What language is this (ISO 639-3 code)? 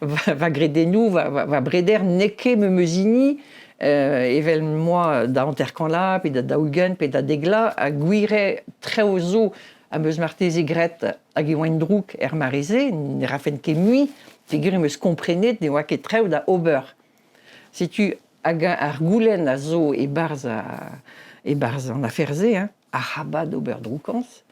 bre